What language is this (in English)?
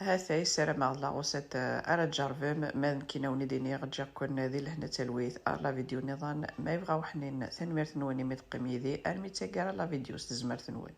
Kabyle